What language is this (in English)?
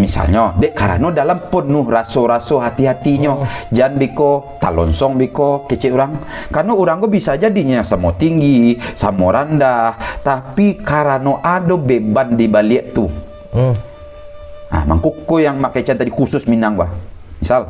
Minangkabau